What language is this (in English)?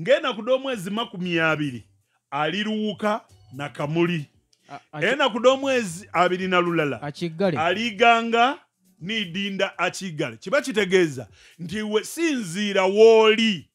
Ganda